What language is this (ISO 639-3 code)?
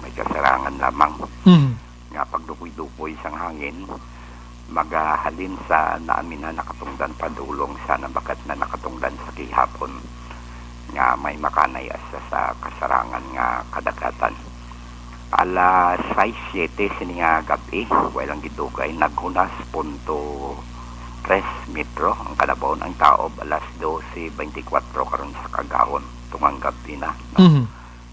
hil